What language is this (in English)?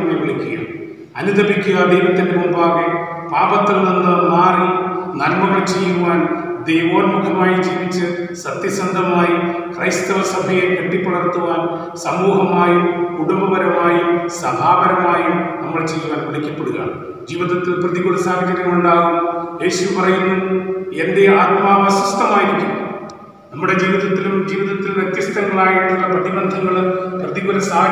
Malayalam